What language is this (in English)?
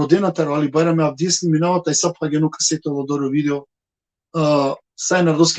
Balkan Romani